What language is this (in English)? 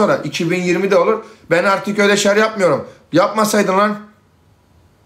Turkish